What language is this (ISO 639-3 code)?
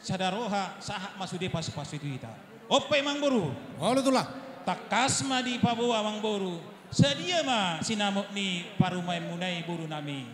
bbc